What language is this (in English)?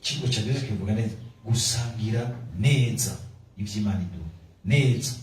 Rundi